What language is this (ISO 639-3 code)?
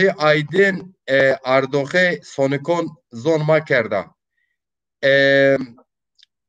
zza